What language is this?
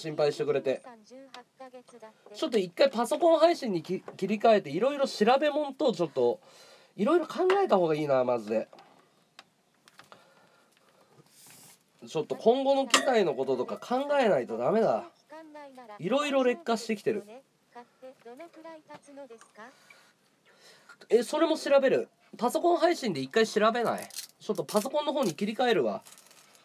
Japanese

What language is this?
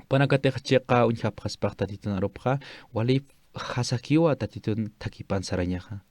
Aymara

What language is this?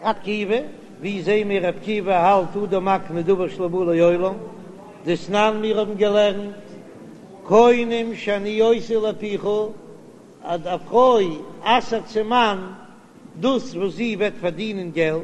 Yiddish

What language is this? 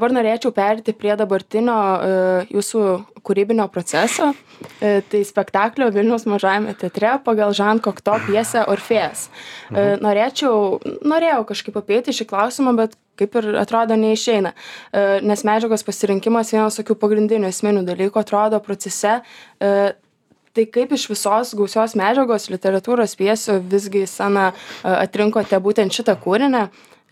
Lithuanian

